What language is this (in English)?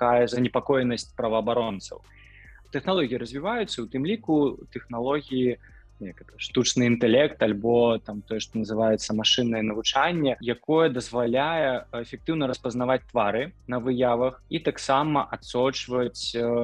Belarusian